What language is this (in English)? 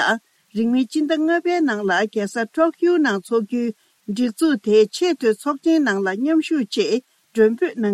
Tibetan